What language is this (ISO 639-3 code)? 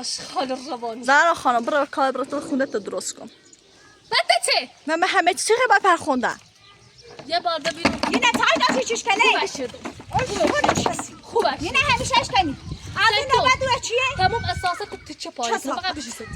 fas